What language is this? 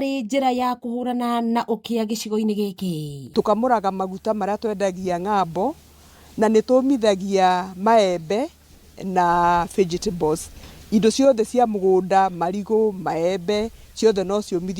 Kikuyu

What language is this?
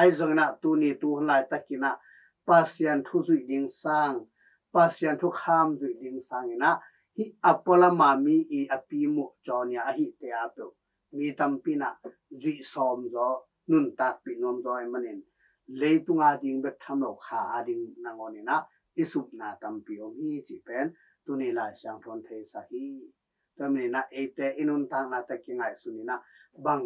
Tedim Chin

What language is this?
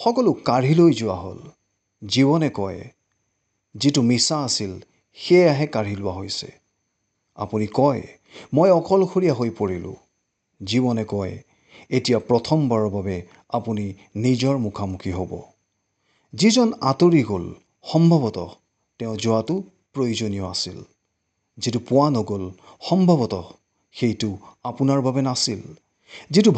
Assamese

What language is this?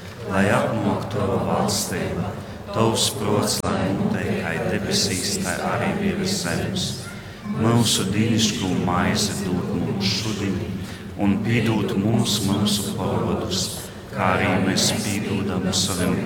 Latgalian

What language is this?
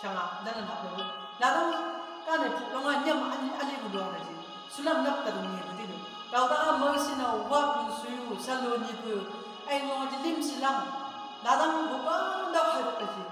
Chang Naga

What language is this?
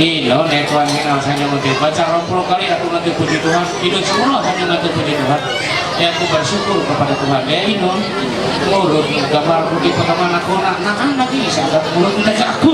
Ma'anyan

